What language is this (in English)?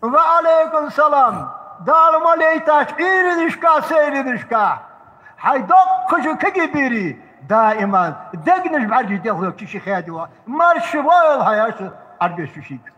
Ingush